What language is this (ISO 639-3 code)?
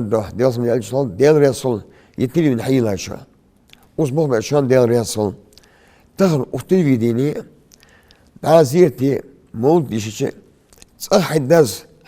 inh